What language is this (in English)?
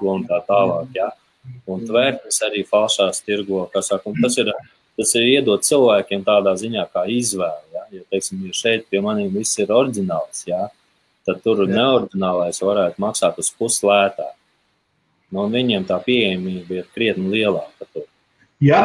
Latvian